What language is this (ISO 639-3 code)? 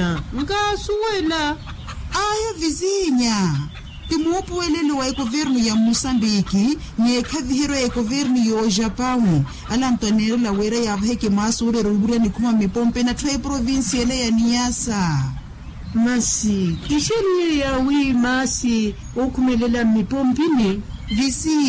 vmw